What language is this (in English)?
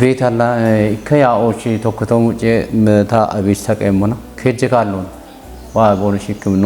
Kafa